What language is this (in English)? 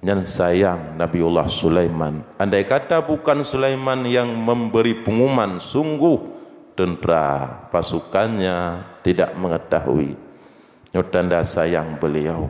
Achinese